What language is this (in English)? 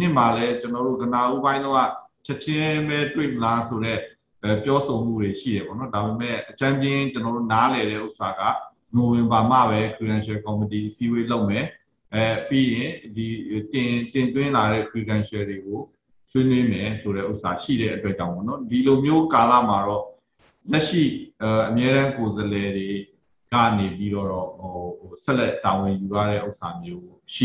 Burmese